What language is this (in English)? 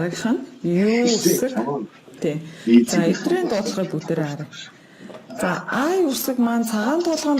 Mongolian